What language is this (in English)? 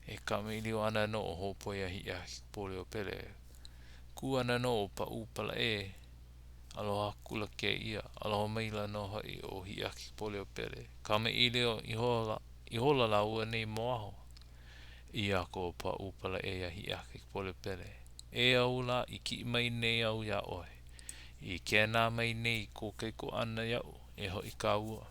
Hawaiian